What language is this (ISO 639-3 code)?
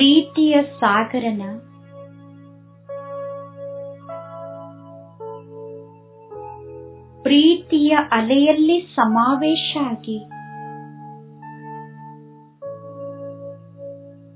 kan